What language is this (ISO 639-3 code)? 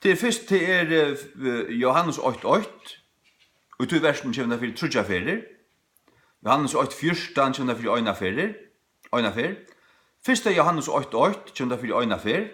fao